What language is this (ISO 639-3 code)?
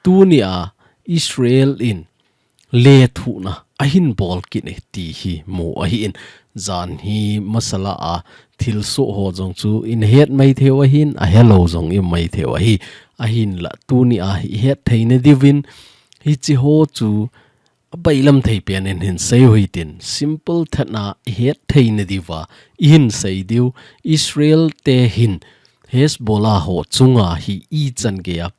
tcz